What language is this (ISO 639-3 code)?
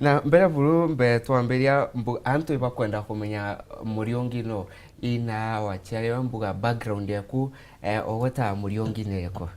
mer